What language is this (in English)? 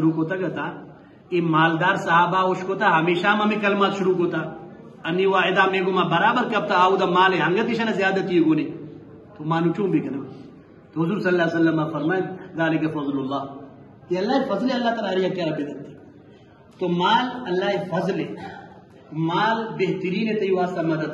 Eastern Balochi